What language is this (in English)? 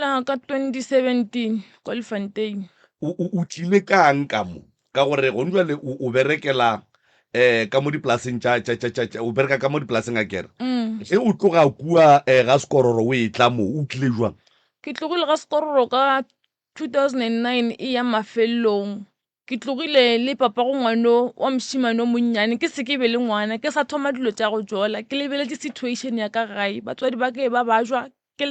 Northern Sotho